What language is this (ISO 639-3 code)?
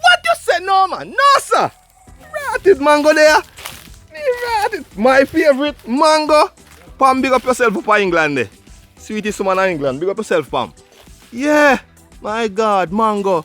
jam